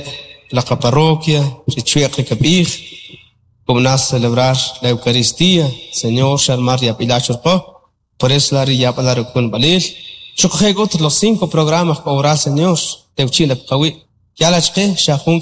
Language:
Kʼicheʼ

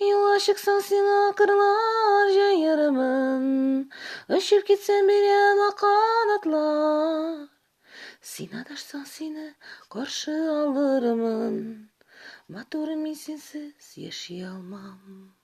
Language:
Tatar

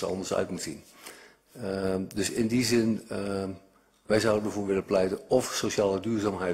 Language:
Dutch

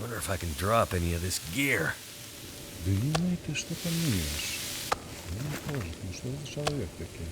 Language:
Belarusian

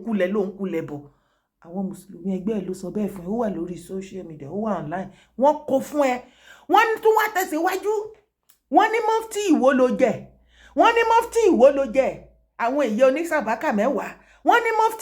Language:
Yoruba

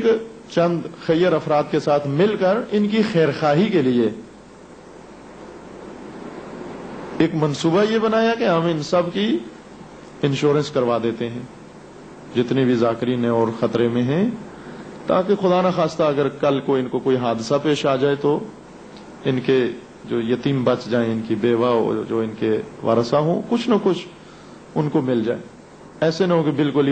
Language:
Urdu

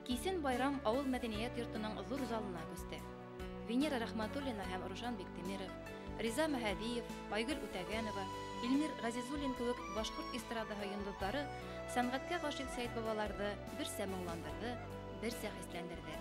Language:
Bashkir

